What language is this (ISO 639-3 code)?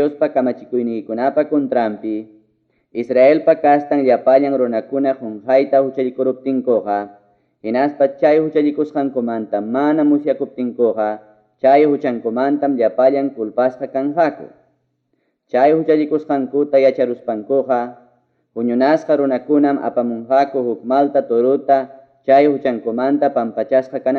quy